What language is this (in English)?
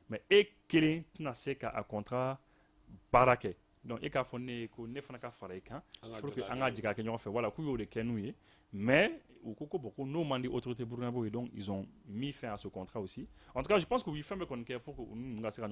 Bambara